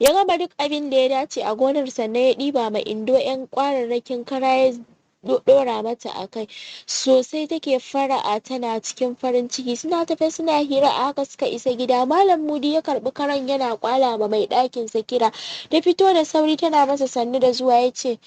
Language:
Hausa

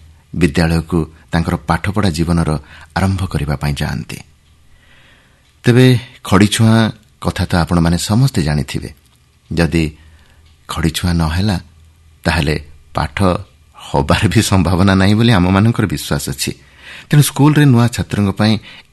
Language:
Odia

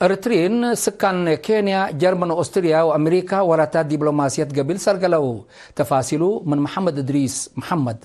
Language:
Tigre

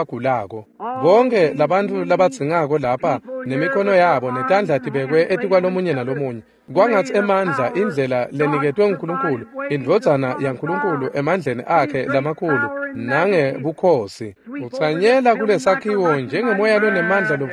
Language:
Swati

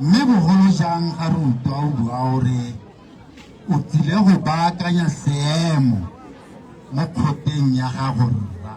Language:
Tswana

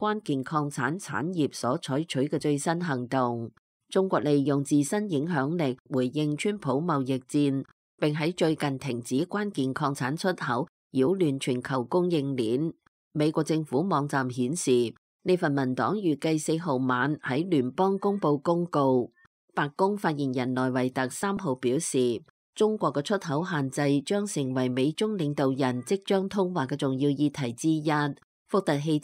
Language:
Cantonese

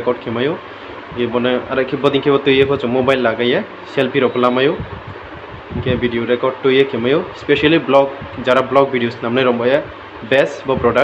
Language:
Riang (India)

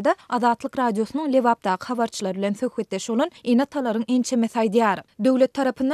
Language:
Turkmen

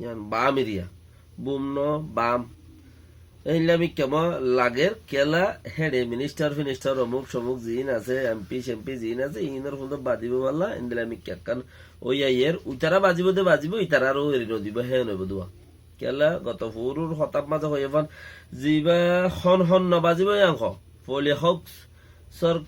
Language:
Rohingya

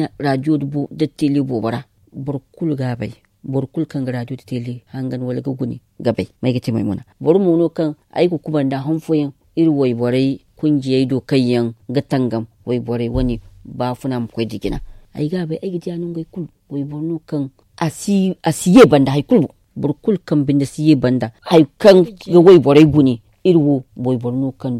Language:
Zarma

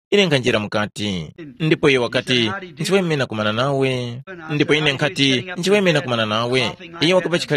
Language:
Tumbuka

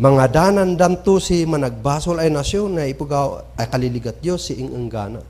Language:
Kankanaey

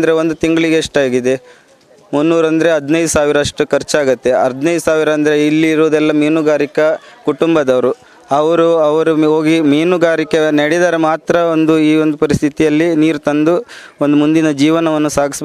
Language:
Kannada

